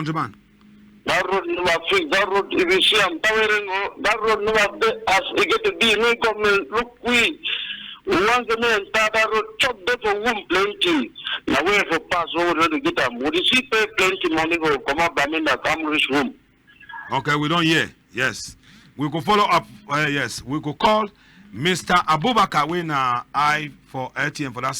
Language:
Cameroon Pidgin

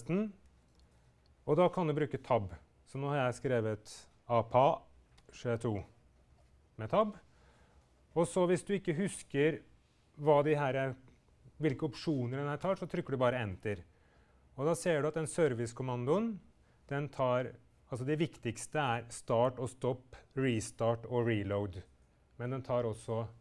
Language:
Norwegian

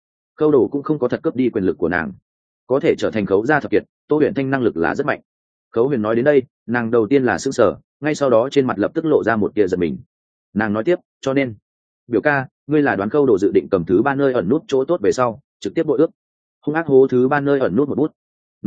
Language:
Vietnamese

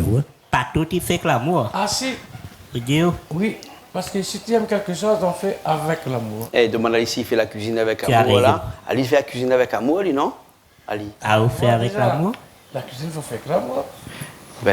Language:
Réunion Creole French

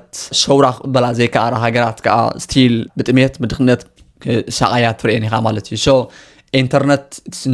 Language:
Tigrinya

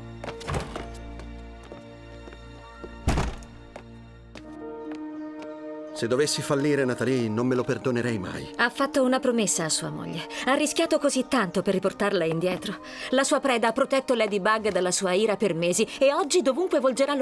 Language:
Italian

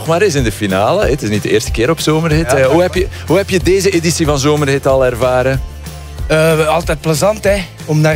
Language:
Dutch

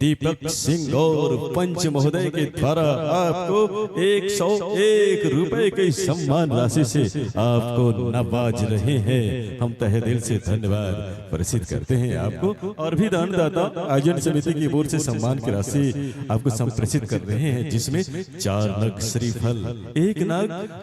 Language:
Chhattisgarhi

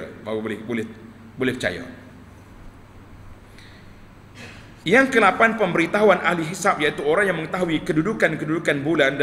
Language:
Malay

